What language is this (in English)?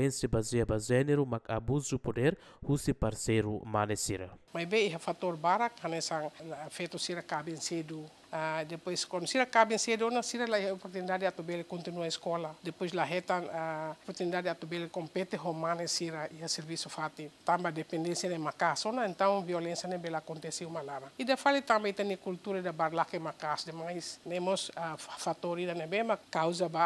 Tetum